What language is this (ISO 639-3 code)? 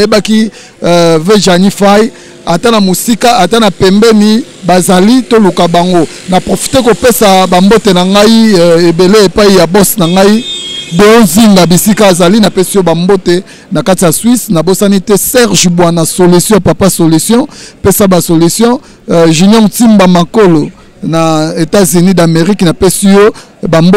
lin